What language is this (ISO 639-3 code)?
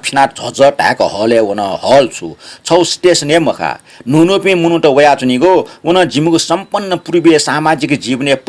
new